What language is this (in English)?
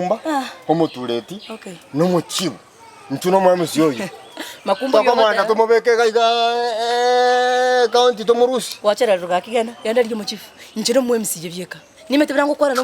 Gusii